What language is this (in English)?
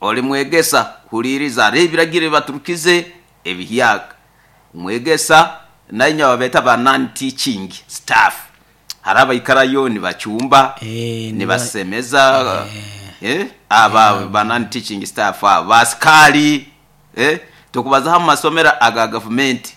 Nyoro